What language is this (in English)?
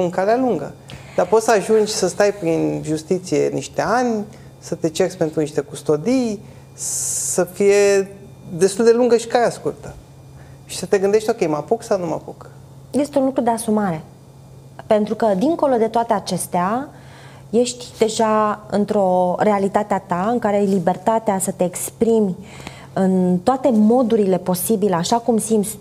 Romanian